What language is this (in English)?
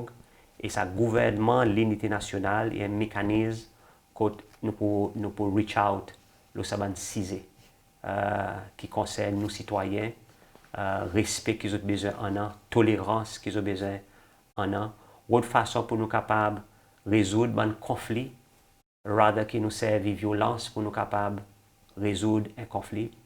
Seselwa Creole French